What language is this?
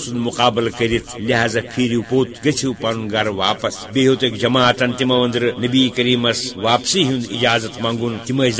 Kashmiri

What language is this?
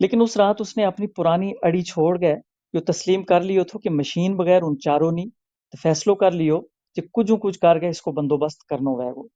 Gujari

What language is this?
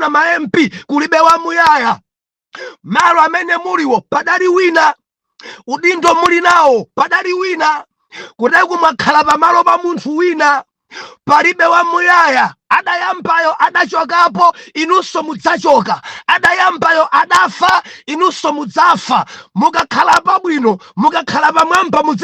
Nyanja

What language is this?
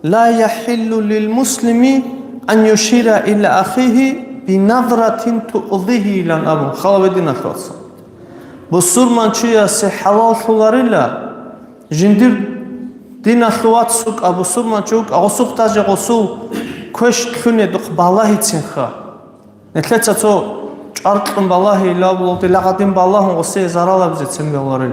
Avaric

